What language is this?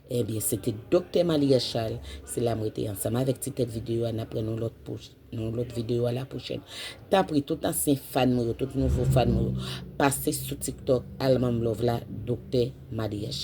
Haitian Creole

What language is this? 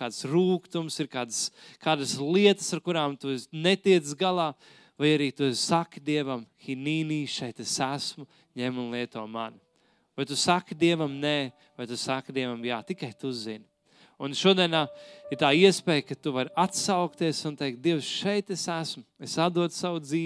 Latvian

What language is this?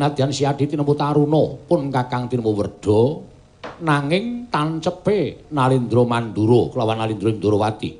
Javanese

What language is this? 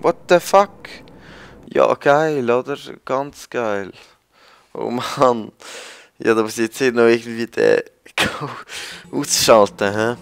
Swiss German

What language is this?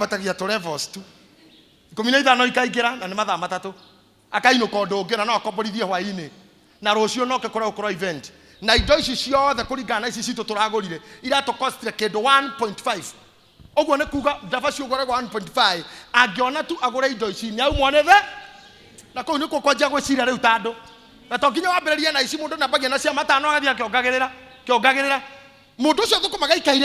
Kikuyu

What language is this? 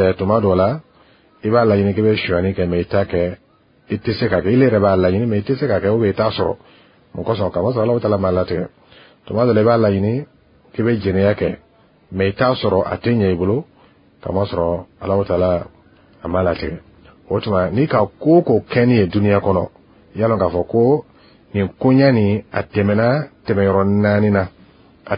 Bambara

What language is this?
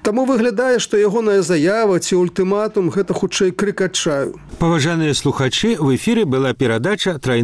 Belarusian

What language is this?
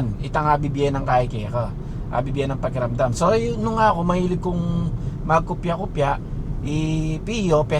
Pampanga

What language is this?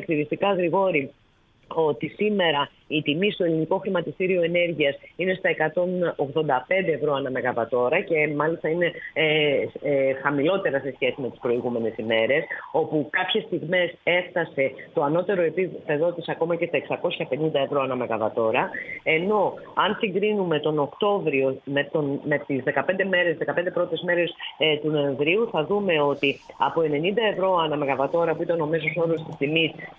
Greek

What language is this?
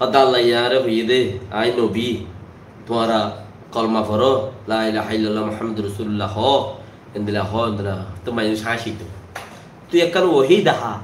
Rohingya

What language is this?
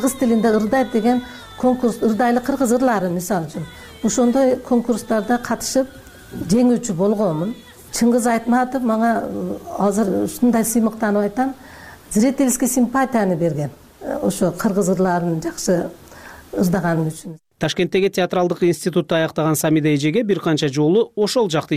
Kyrgyz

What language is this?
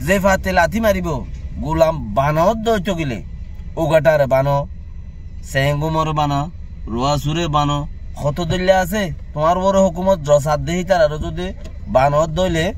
Rohingya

